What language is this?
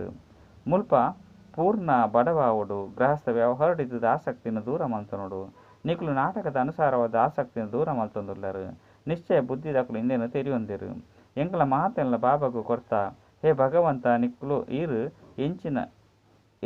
Tulu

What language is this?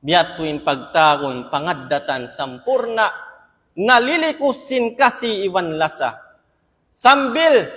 Tausug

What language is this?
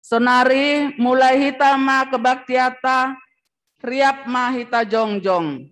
Batak Simalungun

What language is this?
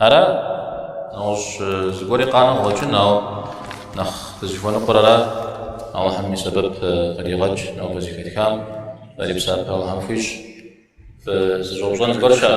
Kabardian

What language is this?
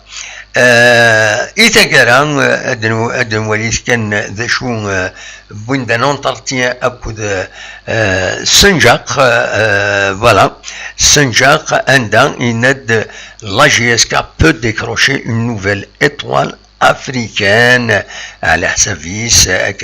Kabyle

